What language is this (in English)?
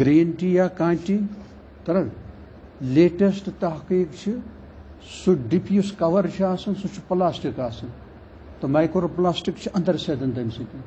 Kashmiri